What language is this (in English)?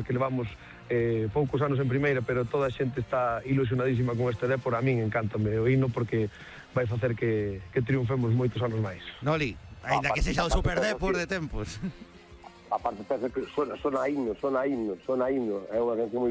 Galician